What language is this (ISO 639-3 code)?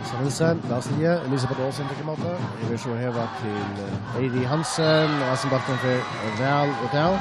fao